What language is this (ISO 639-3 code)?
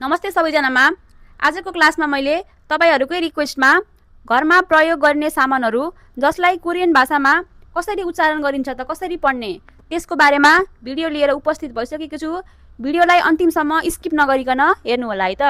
nep